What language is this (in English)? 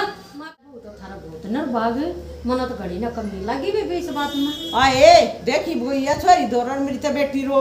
Haryanvi